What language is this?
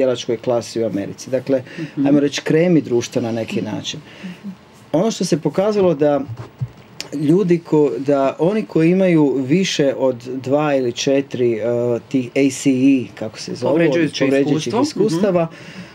Croatian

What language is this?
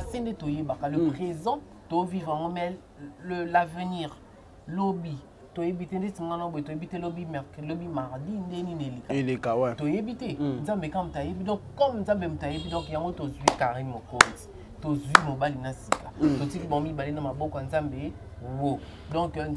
Lingala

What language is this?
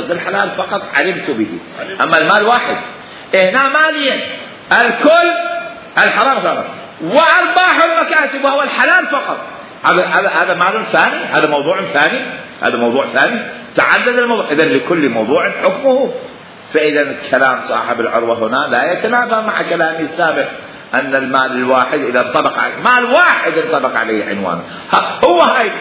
Mesopotamian Arabic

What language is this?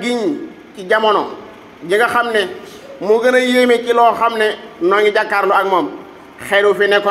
Wolof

